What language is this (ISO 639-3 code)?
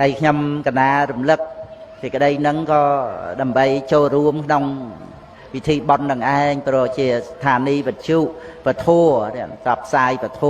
khm